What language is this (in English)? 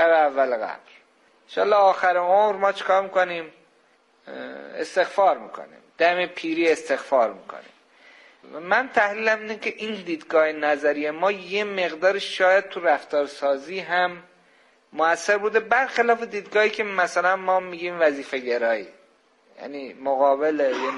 Persian